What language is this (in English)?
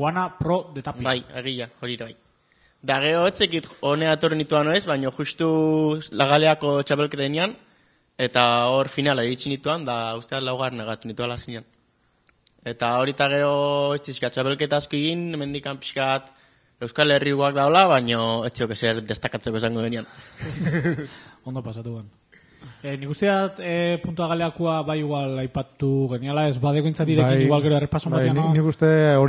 Basque